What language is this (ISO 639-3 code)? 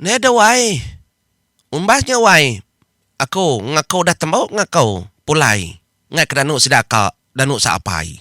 iba